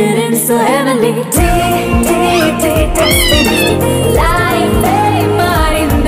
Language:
Telugu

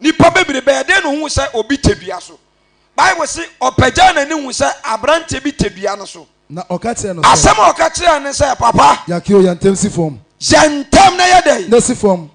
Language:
Akan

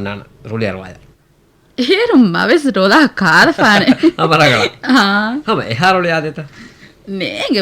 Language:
Divehi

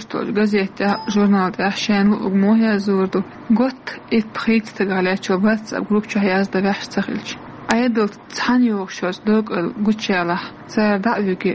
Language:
Chechen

